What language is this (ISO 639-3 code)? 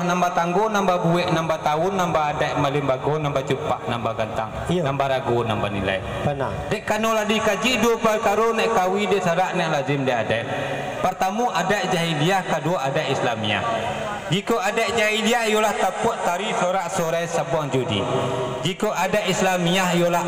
min